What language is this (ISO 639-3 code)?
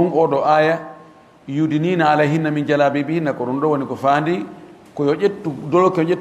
ful